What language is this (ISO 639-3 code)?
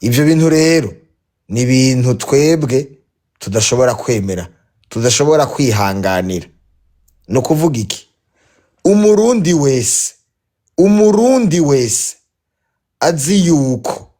run